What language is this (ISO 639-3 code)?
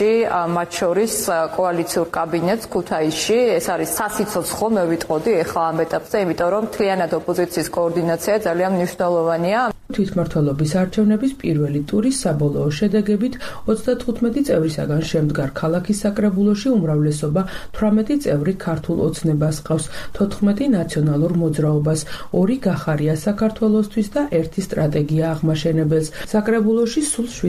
kat